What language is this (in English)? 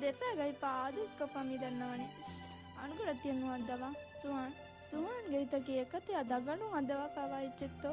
Divehi